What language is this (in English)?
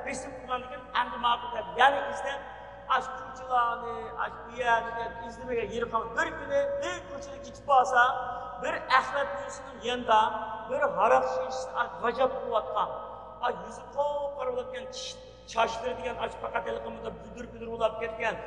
Uyghur